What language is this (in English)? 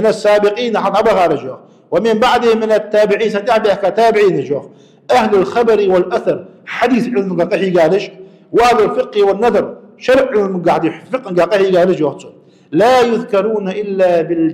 Ingush